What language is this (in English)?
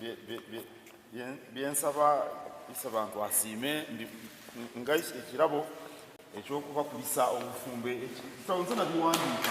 Soga